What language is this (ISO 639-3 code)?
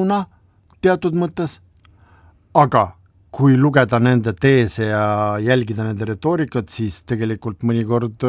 est